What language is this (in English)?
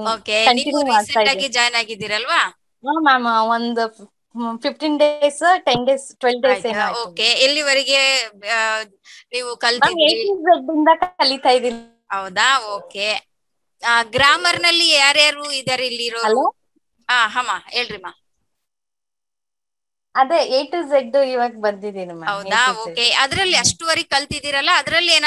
Kannada